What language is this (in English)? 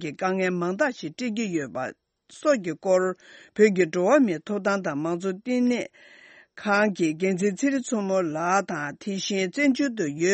Tibetan